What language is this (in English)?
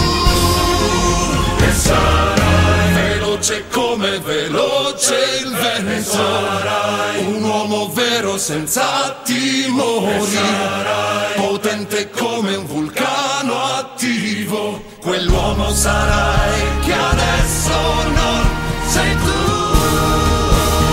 Italian